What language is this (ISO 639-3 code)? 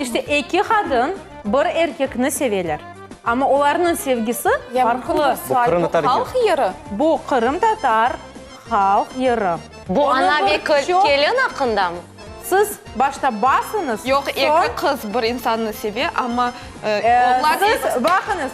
crh